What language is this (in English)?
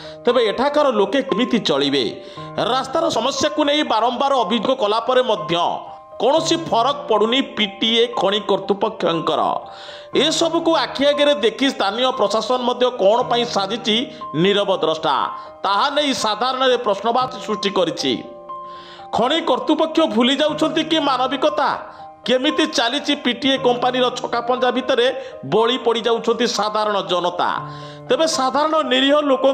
Odia